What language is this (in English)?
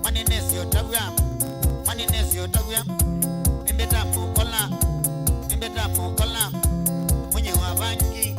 Kamba